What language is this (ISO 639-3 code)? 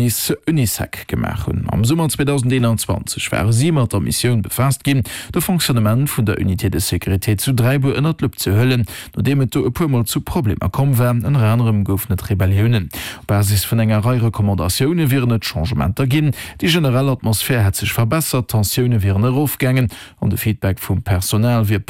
ltz